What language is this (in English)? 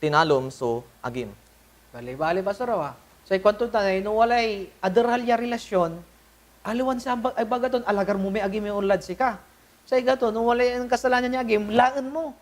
Pangasinan